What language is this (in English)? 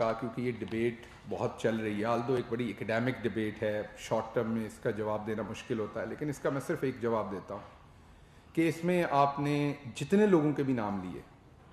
Urdu